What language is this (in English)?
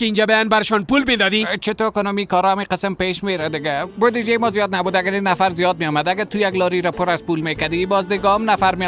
Persian